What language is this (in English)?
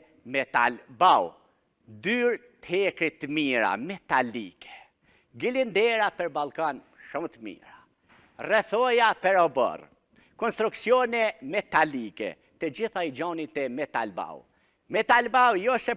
Albanian